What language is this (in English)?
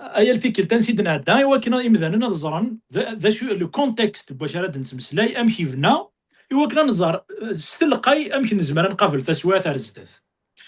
Kabyle